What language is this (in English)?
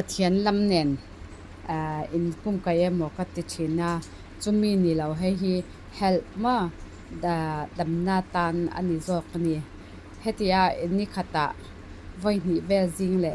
Falam Chin